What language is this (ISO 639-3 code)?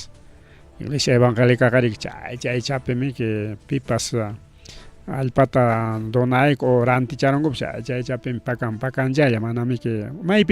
quy